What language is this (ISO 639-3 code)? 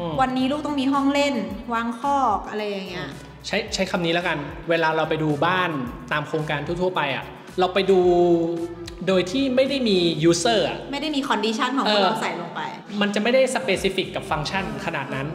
tha